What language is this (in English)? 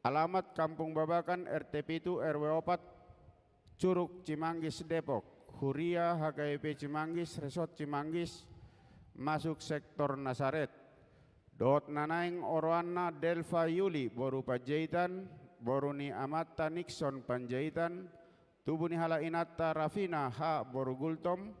Batak Toba